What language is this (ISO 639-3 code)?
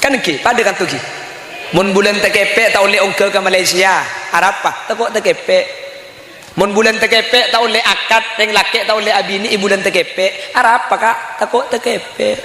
mad